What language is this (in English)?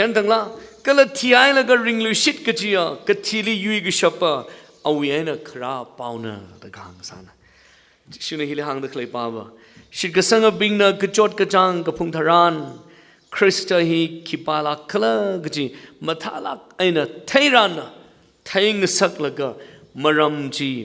Tangkhul Naga (India)